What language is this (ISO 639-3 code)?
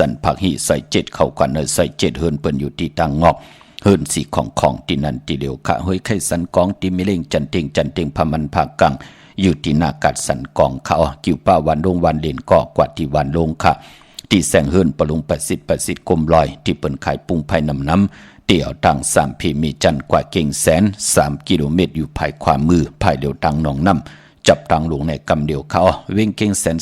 shn